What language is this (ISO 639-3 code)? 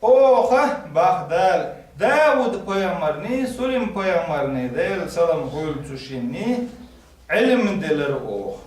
che